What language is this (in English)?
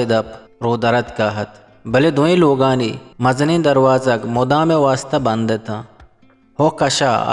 Eastern Balochi